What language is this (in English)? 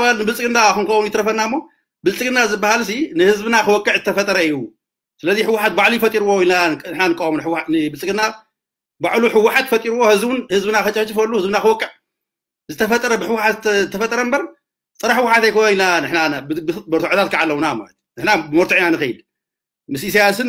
Tigrinya